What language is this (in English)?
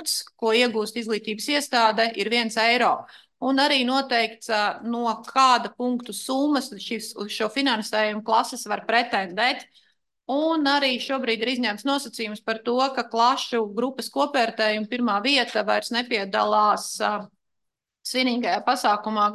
Latvian